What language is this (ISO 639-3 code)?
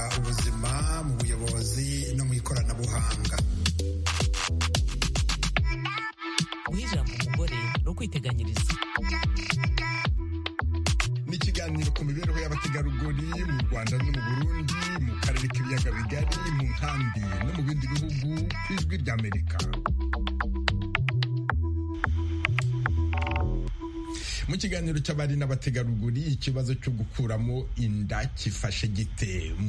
kin